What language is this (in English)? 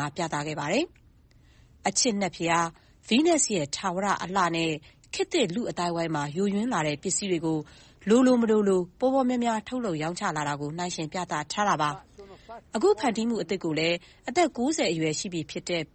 Burmese